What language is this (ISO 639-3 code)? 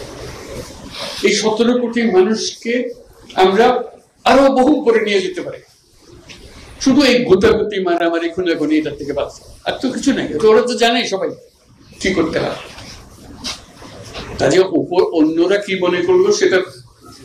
ben